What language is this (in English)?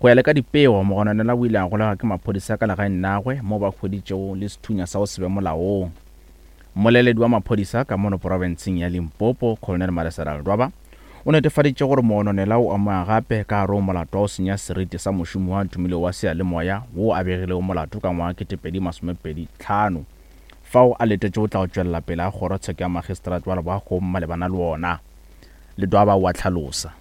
Northern Sotho